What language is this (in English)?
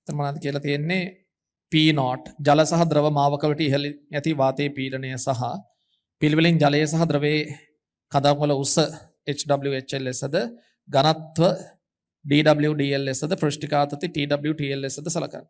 Sinhala